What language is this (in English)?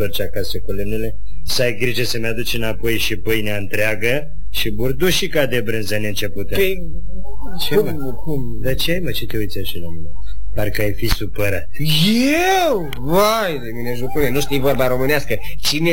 Romanian